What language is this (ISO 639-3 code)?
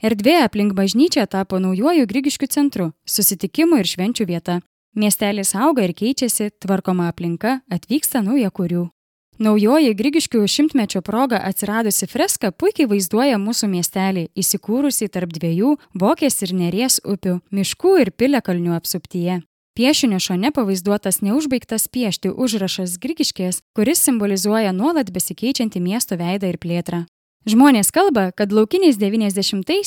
lit